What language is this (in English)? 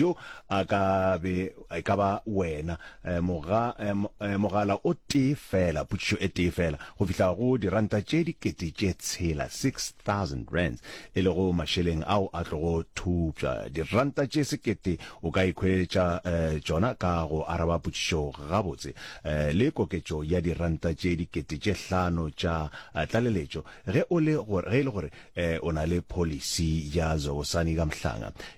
Northern Sotho